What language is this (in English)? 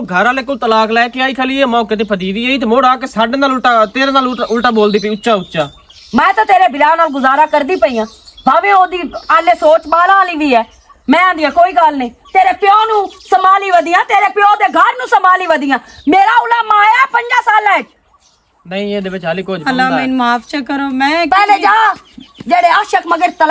Western Panjabi